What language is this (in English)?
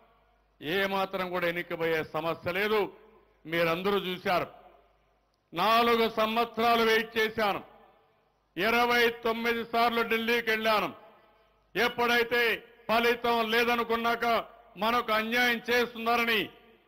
Telugu